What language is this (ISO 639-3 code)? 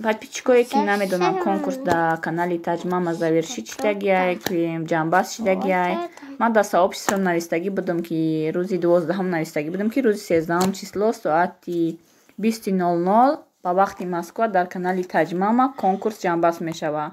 tgk